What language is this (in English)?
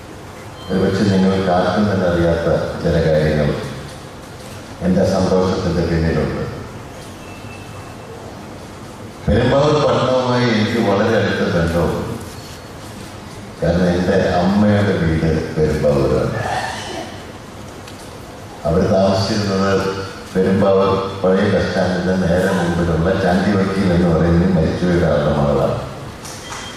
Malayalam